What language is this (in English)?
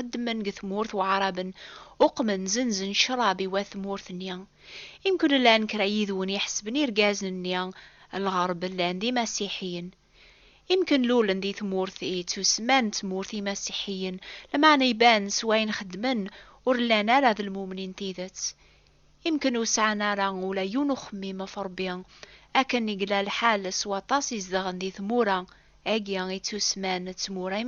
Kabyle